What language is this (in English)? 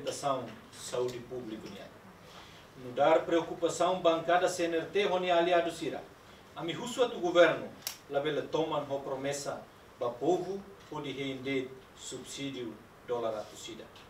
Tetum